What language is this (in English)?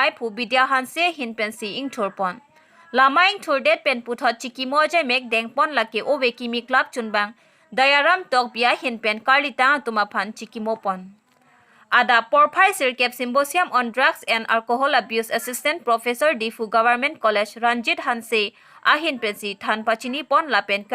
Karbi